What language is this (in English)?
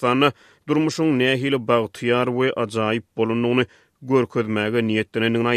Turkmen